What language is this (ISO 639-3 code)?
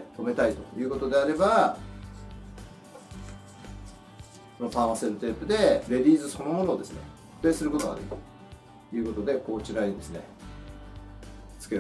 jpn